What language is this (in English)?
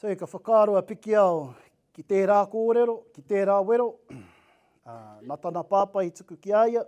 Māori